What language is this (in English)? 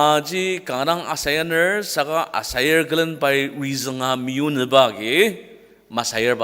Ao Naga